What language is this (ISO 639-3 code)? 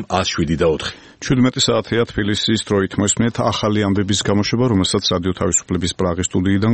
kat